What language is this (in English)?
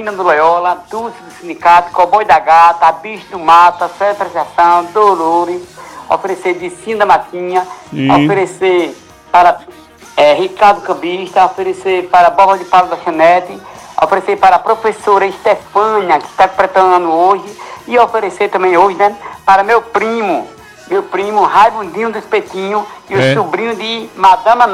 Portuguese